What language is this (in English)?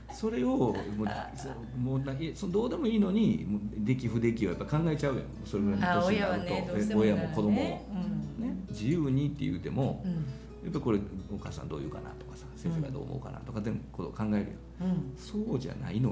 Japanese